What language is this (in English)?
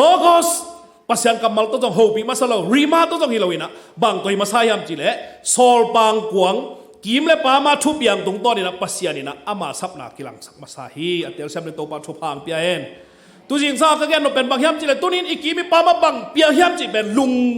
Tedim Chin